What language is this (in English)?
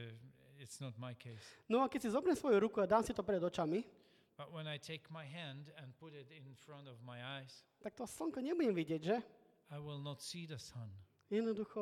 Slovak